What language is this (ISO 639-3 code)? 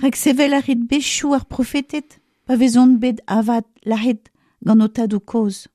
bre